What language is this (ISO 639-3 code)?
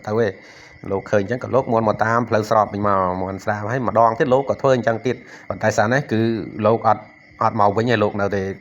khm